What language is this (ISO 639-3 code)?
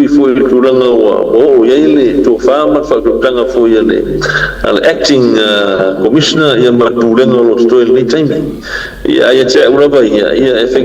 smo